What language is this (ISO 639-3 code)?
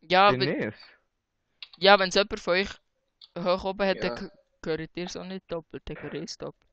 gsw